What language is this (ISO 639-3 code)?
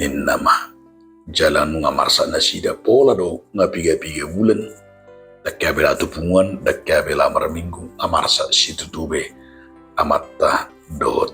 bbc